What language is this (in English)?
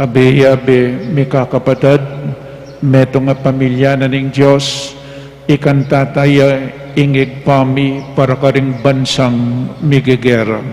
Pampanga